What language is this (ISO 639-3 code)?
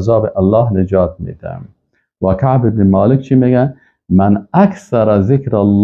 fas